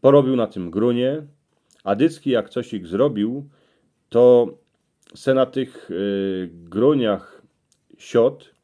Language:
Silesian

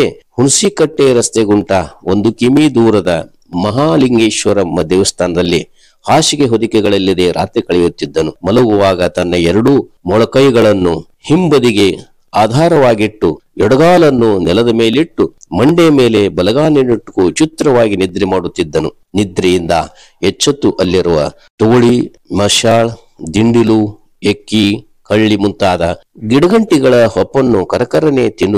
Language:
Kannada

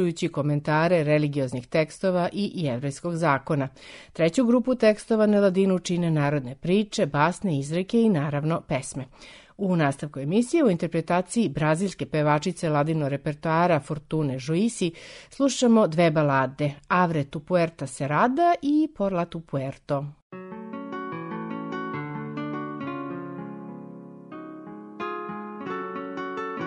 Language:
Serbian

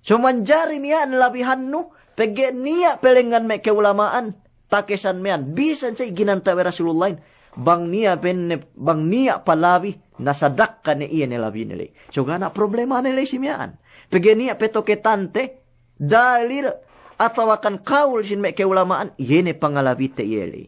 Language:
Yakan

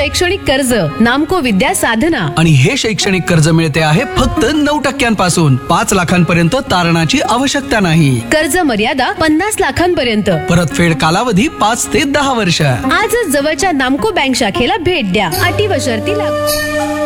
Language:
Marathi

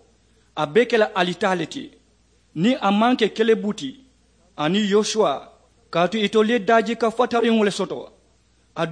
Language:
Mandingo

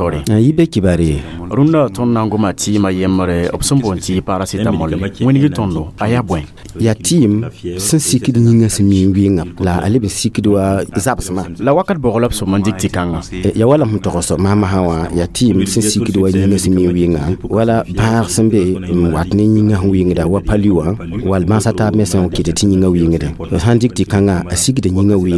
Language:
Mossi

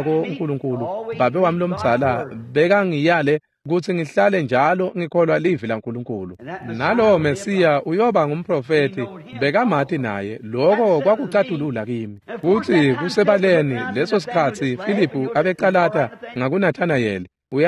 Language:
Swati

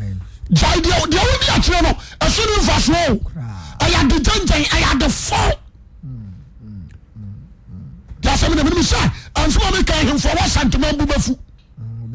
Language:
Akan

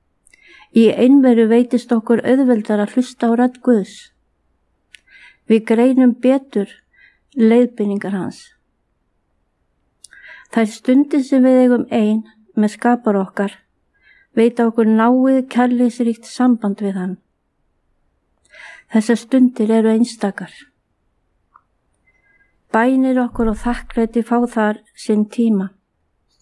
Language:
Icelandic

